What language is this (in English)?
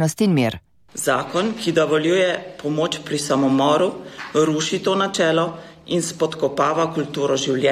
Slovenian